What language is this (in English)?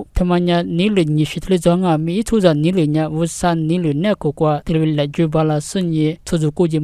Lisu